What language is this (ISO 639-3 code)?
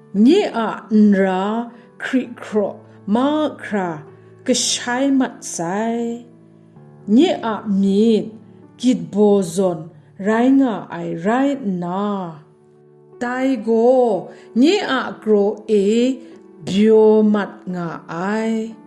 kac